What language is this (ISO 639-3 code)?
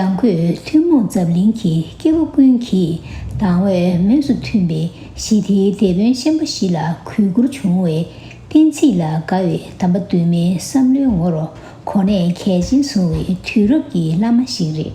bod